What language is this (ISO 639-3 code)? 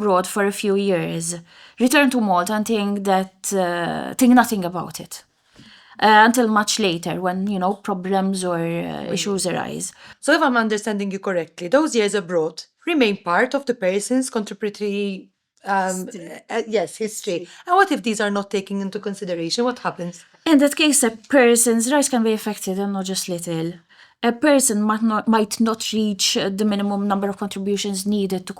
eng